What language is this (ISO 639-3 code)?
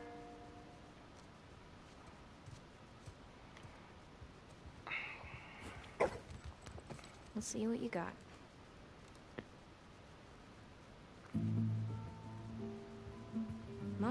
eng